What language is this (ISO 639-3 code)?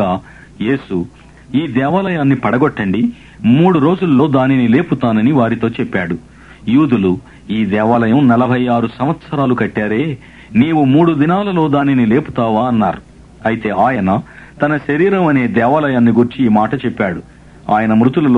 tel